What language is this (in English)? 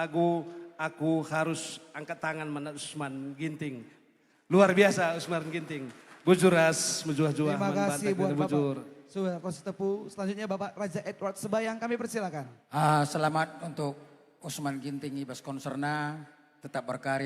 Batak Karo